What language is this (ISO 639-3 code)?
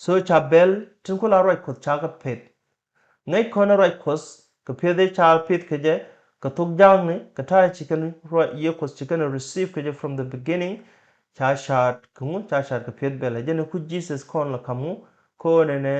nus